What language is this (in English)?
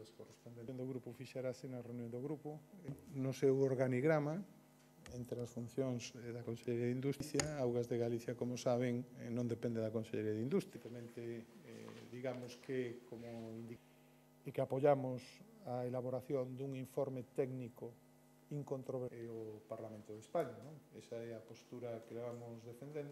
Galician